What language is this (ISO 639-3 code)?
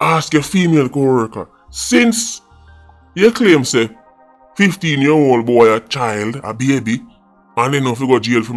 jam